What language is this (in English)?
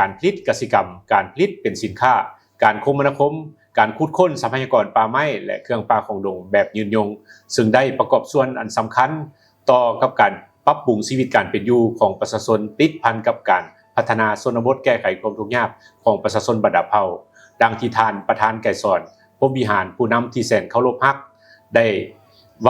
Lao